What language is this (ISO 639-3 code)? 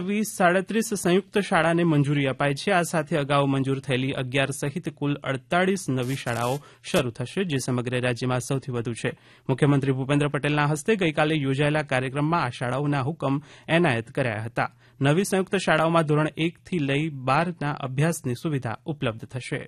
guj